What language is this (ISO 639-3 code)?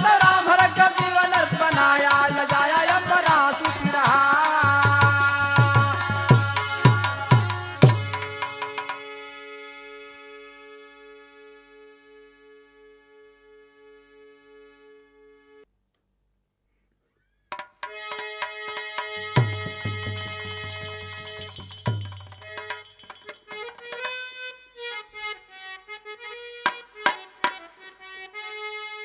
bho